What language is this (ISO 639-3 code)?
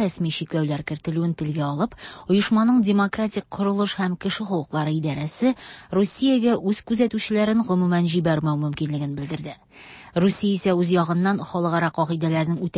tat